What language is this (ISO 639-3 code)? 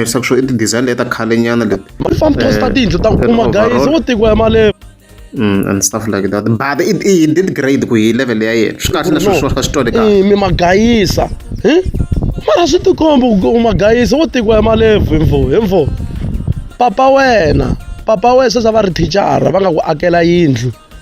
tso